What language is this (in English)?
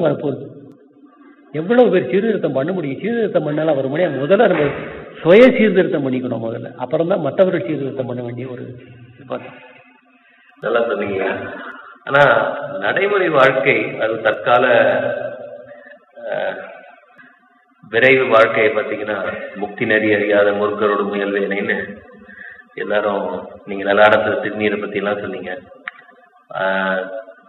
Tamil